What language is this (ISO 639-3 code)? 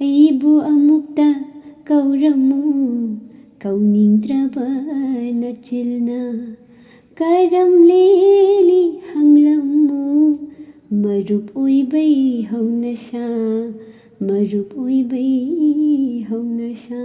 mni